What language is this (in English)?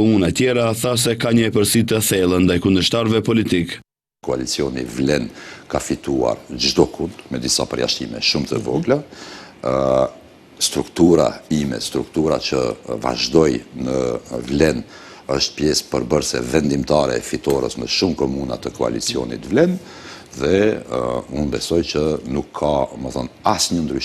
Albanian